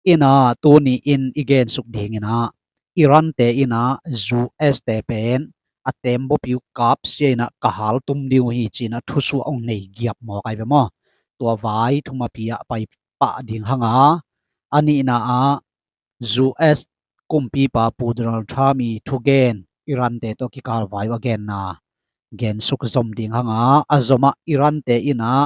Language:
Tedim Chin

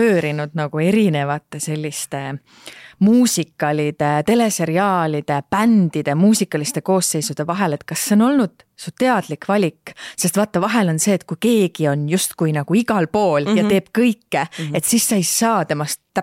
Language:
Estonian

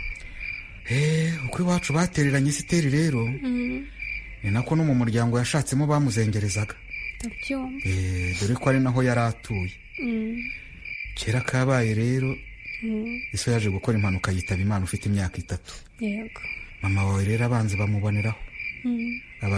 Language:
Kinyarwanda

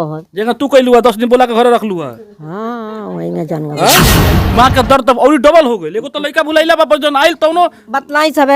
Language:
Bhojpuri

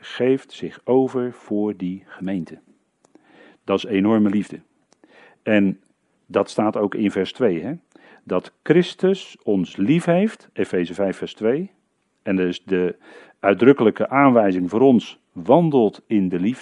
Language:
Dutch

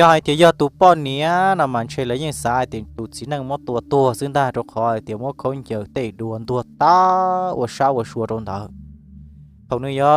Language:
Hmong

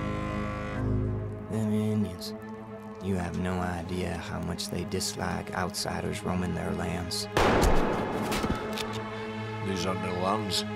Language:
English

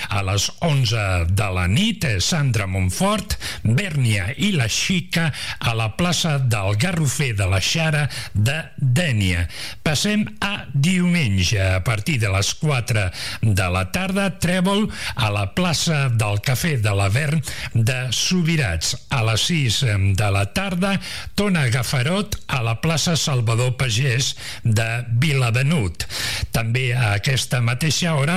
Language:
Catalan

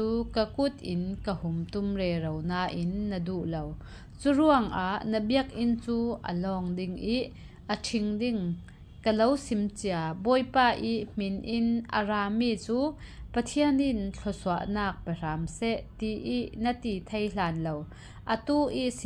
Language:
Falam Chin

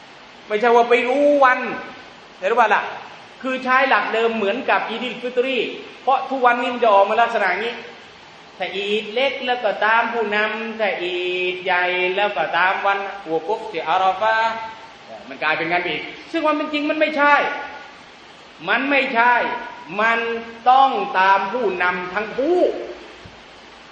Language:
Thai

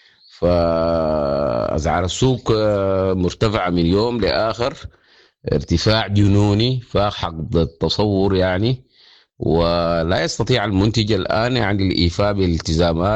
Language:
Sudanese Arabic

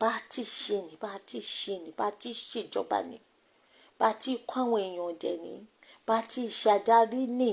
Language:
Yoruba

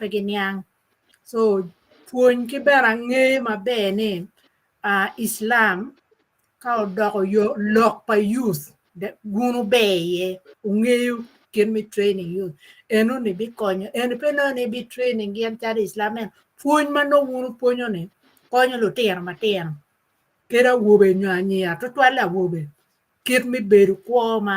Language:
Acoli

